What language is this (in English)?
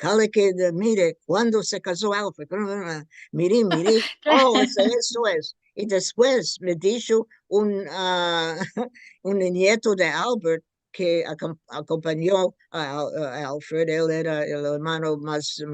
Ladino